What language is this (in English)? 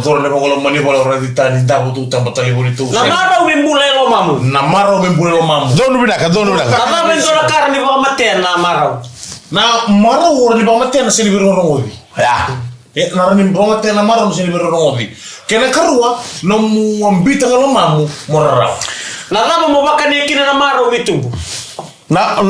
Fijian